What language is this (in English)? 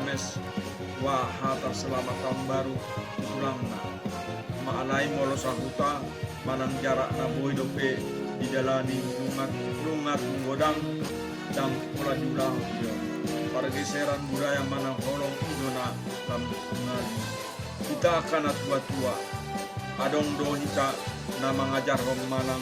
Batak Toba